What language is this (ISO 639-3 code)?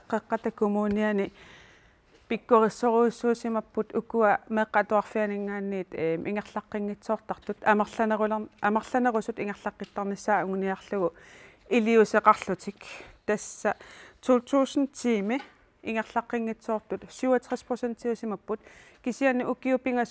kal